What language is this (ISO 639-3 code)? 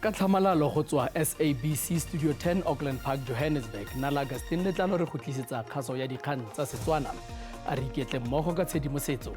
tsn